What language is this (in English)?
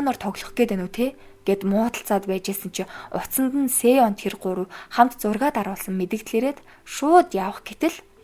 Mongolian